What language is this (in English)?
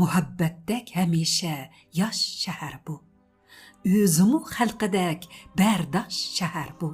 Uyghur